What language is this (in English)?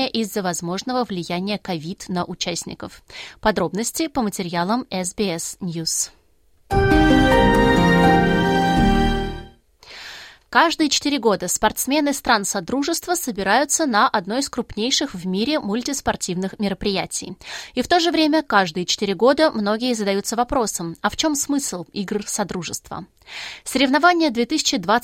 Russian